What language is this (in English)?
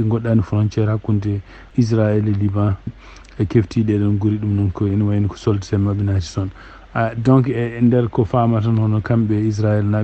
Fula